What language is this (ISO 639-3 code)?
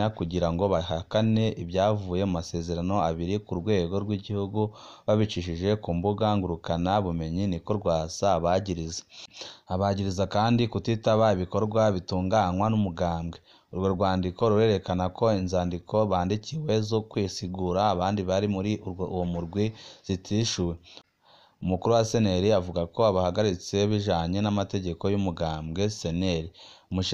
run